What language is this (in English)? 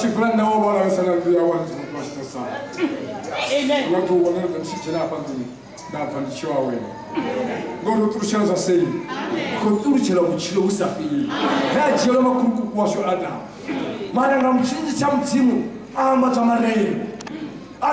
Venda